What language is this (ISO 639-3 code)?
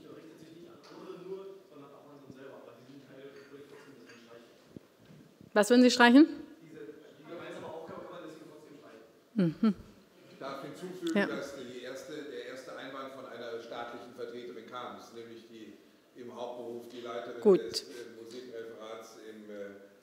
deu